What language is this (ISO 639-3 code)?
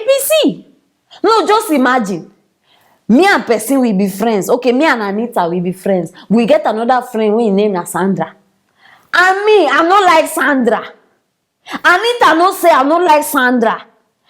pcm